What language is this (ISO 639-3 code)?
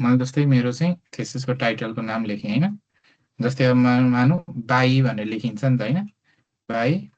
nep